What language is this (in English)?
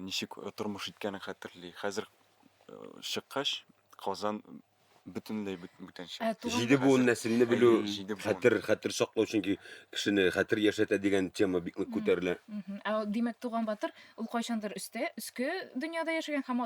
Tatar